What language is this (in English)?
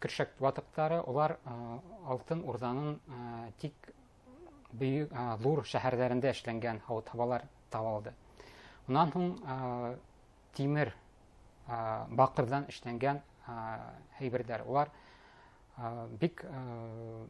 Bashkir